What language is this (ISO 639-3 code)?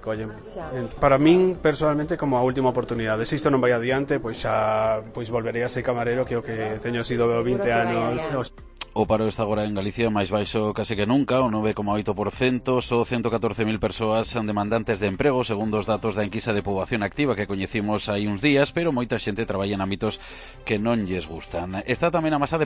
glg